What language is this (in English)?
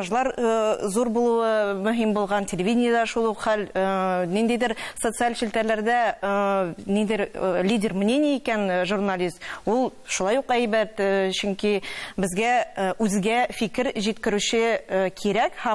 Tatar